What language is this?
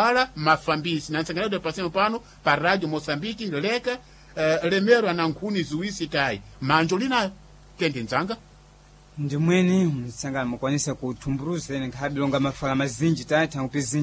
Sena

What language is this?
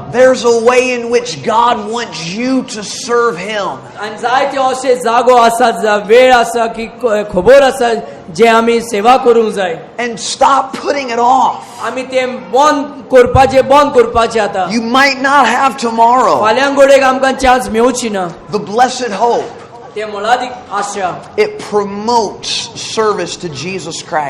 Konkani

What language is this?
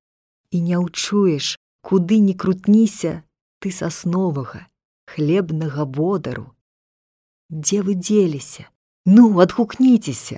Belarusian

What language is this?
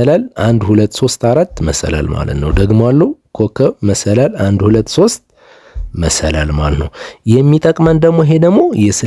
Amharic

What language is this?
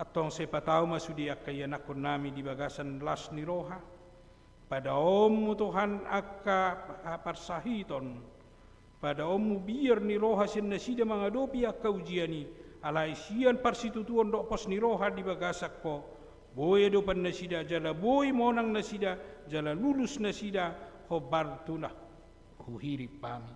Batak Toba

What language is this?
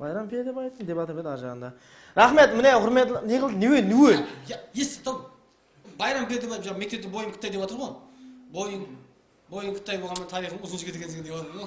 Kara-Kalpak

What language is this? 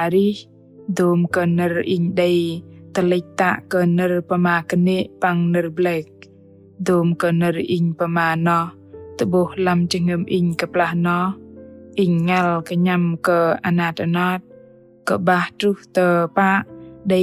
Bahnar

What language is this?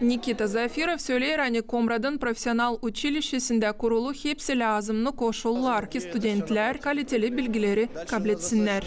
Gagauz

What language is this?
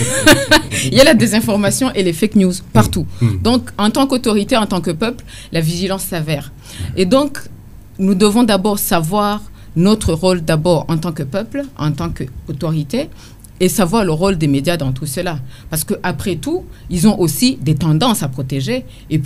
French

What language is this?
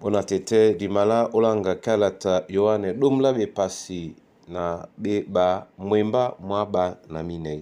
Duala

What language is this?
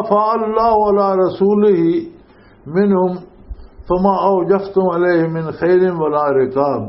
Western Panjabi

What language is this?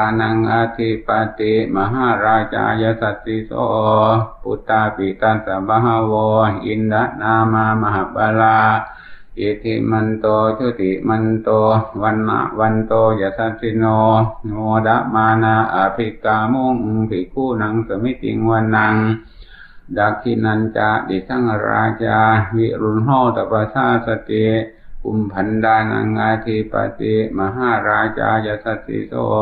Pali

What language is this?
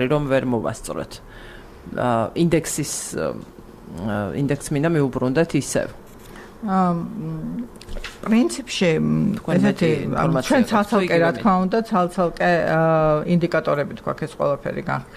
Georgian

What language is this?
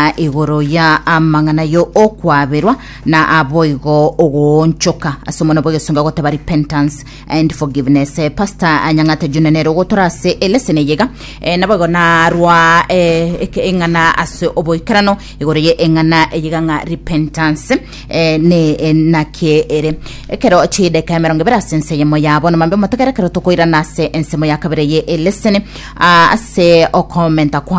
Gusii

